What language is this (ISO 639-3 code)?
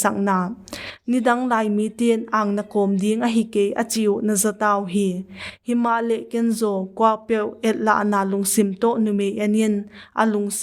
pck